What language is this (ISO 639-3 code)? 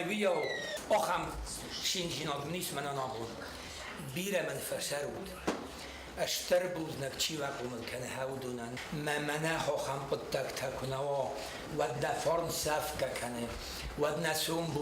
oss